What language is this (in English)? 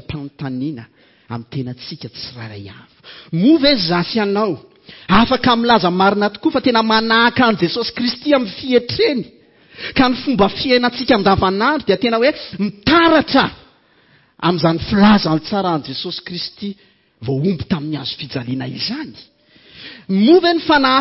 Malagasy